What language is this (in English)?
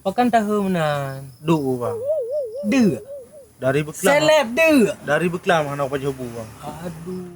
Achinese